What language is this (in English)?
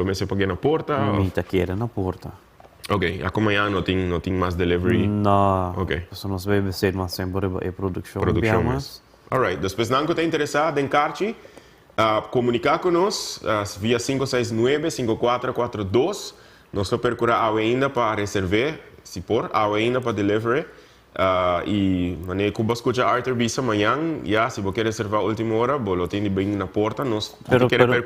Papiamento